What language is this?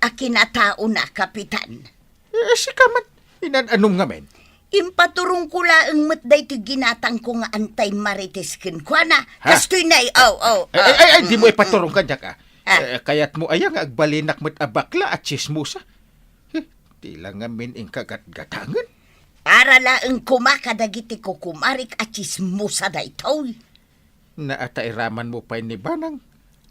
Iloko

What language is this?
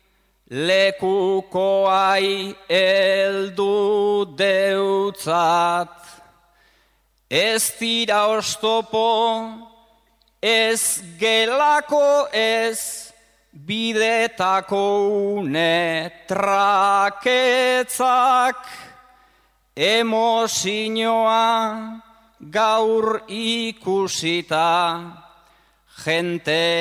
Basque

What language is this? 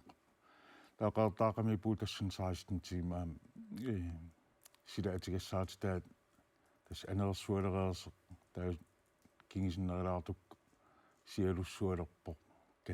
Kalaallisut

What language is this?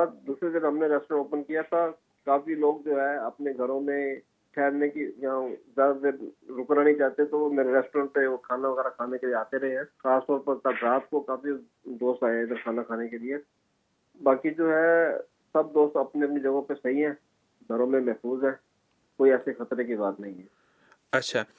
Urdu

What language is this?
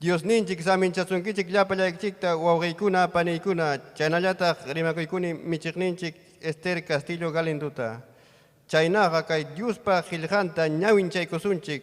Ayacucho Quechua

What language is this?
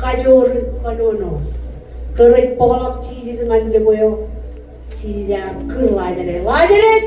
Marshallese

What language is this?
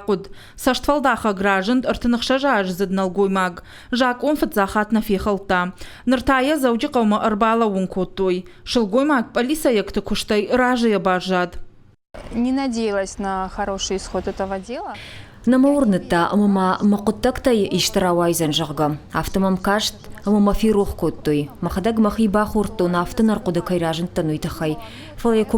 Ossetic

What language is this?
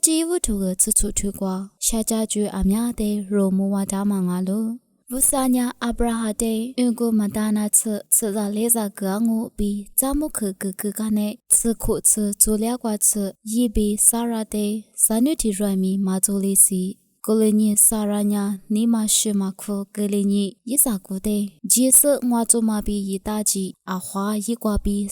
Lisu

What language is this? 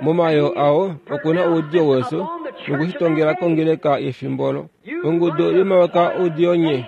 Kuanyama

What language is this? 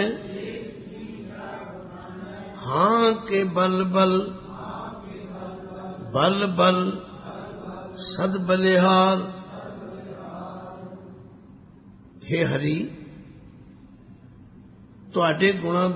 Punjabi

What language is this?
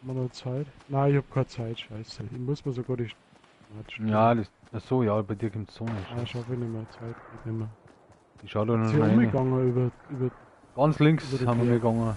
Bavarian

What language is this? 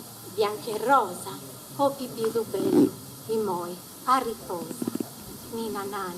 Sardinian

